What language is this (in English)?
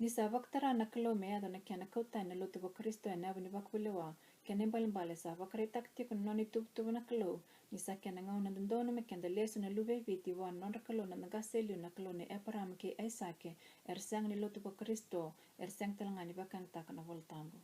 Fijian